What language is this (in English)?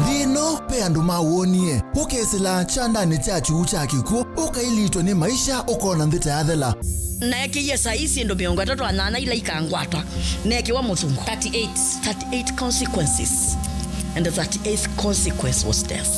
Kamba